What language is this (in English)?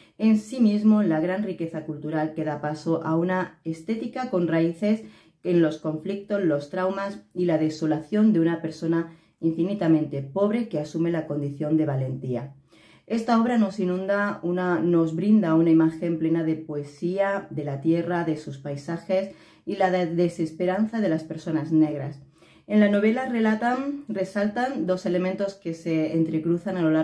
Spanish